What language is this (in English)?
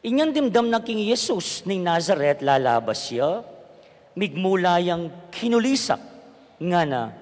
Pampanga